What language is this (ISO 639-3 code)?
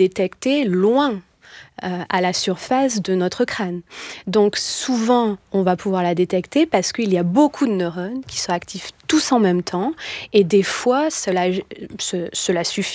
fra